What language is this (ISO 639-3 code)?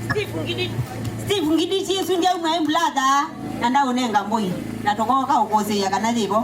kam